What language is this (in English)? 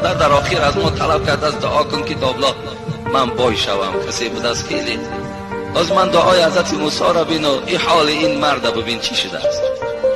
Tajik